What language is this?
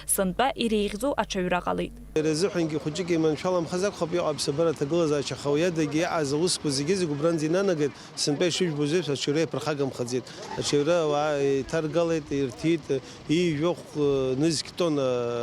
Abkhazian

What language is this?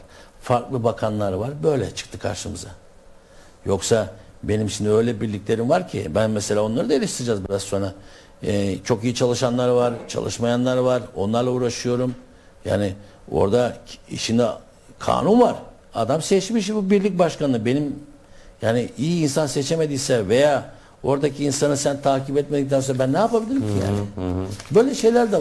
Turkish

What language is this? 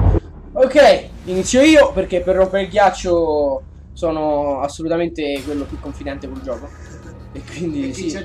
Italian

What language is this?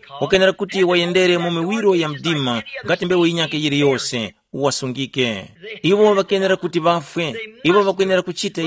Tumbuka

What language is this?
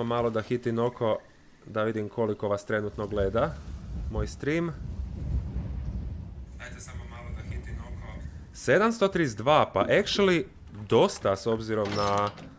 Croatian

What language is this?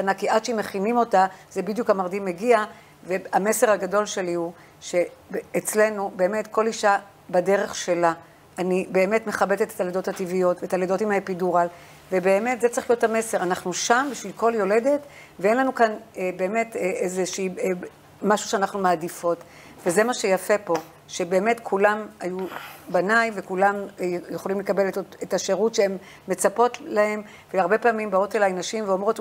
Hebrew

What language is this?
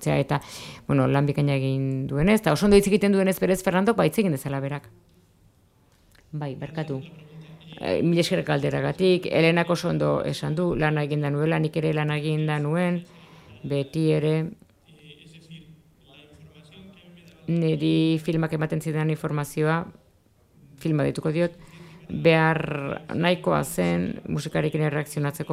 Basque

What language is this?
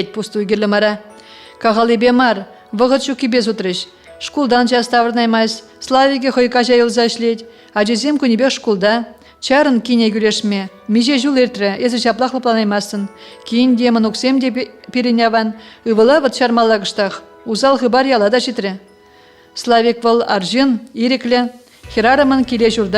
Chuvash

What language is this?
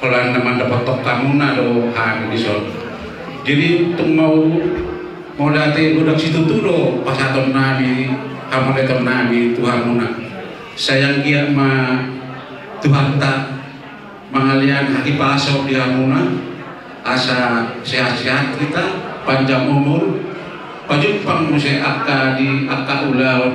Batak Toba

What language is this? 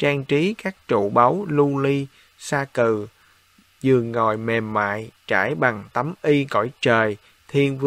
Vietnamese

